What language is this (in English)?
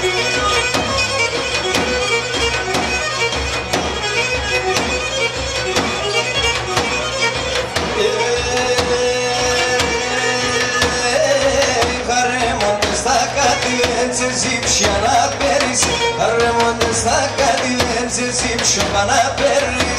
Greek